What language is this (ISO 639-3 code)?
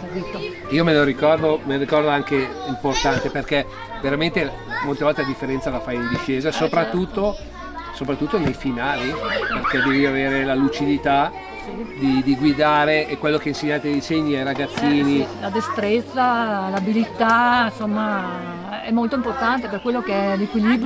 ita